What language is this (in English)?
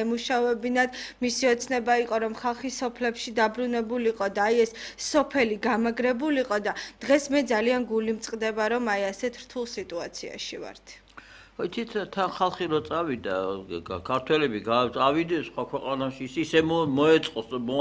Georgian